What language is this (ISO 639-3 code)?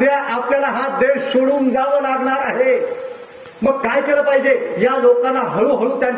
mar